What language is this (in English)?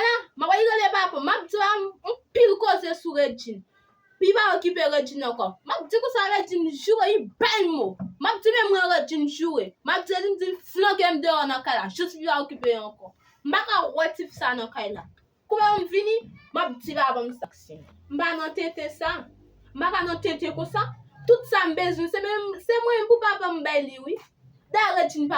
Haitian Creole